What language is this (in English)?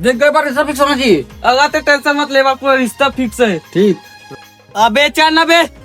Chhattisgarhi